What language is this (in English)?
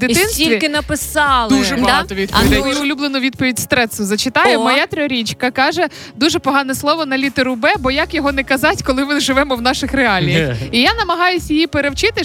Ukrainian